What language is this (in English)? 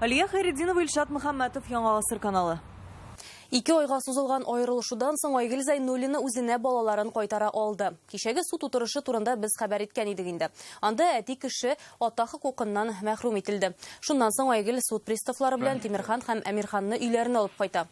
Tatar